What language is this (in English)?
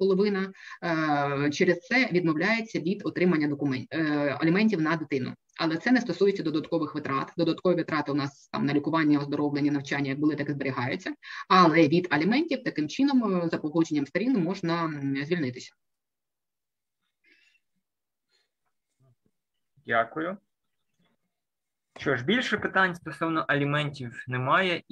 Ukrainian